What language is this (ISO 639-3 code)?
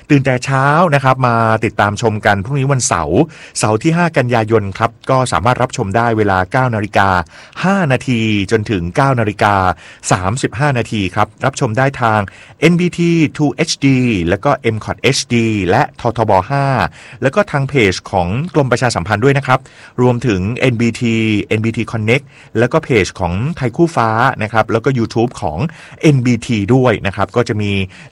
tha